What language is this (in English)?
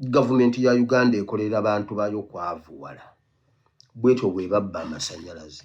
Ganda